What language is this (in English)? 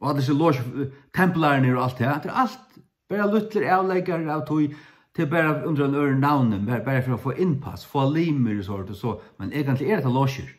Faroese